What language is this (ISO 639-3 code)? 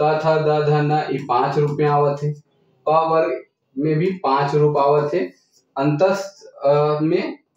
sck